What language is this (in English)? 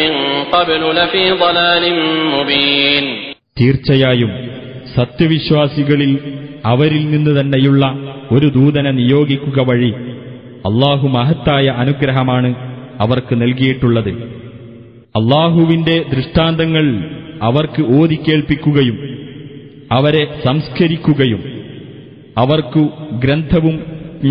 Malayalam